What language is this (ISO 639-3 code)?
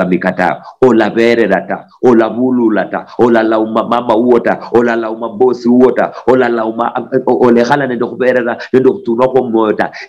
luy